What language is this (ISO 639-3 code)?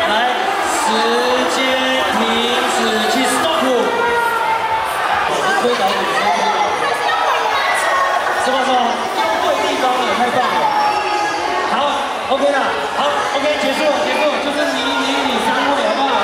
zho